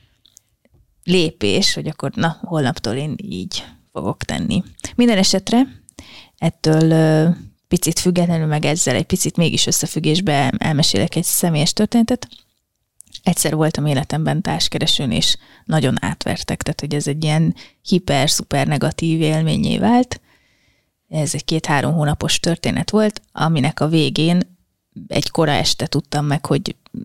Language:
Hungarian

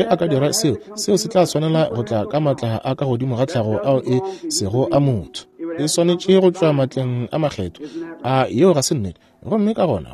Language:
Northern Sotho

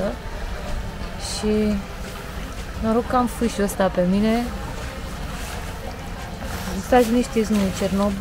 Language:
Romanian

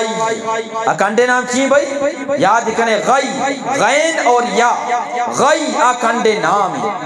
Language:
Eastern Balochi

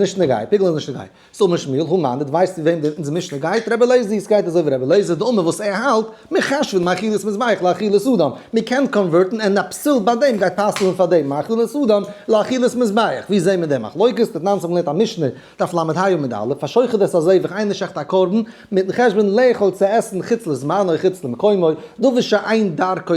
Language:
Yiddish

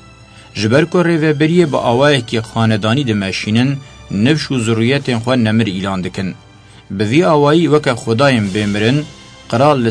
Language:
Kurdish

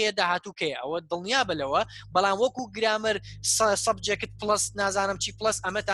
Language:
Central Kurdish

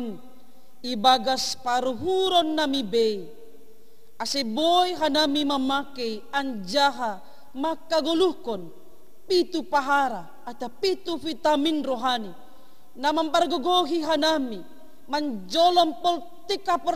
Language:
Batak Simalungun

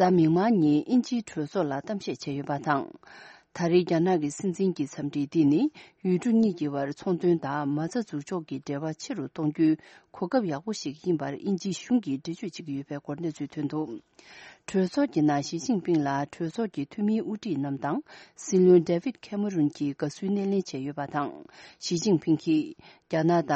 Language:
Tibetan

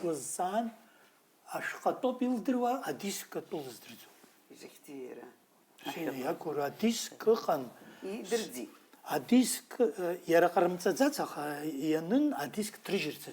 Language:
Abkhazian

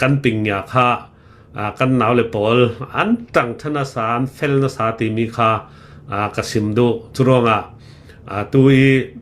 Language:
Hakha Chin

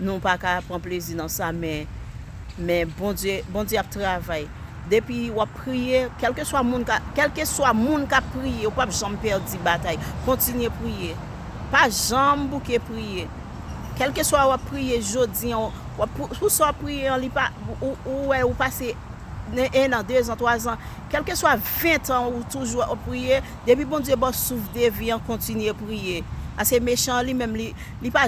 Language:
Haitian Creole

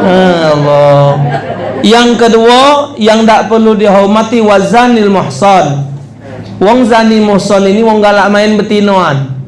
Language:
Musi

